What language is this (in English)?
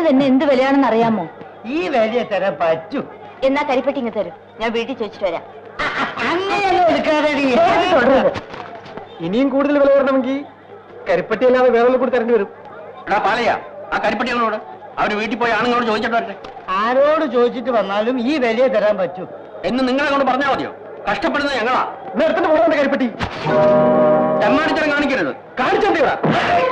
Malayalam